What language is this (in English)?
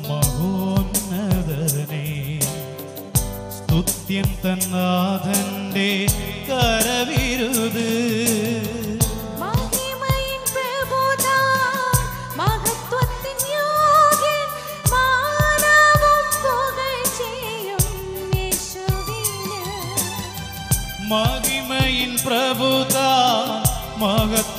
Malayalam